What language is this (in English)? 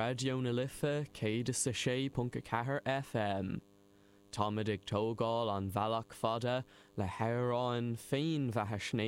Irish